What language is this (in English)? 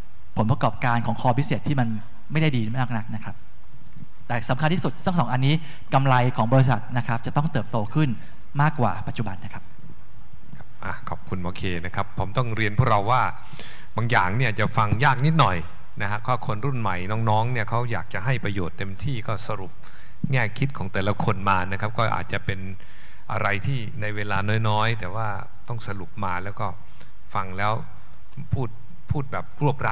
Thai